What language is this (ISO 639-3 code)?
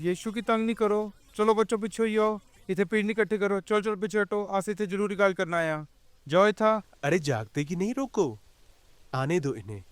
doi